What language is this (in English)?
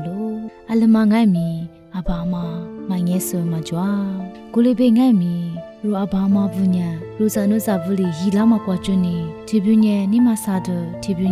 Lisu